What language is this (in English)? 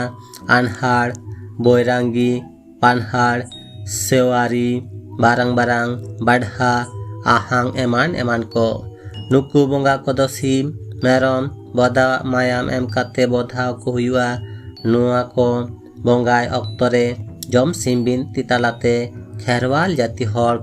Santali